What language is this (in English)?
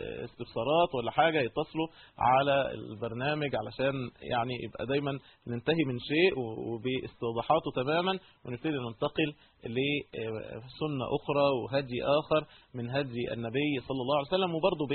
Egyptian Arabic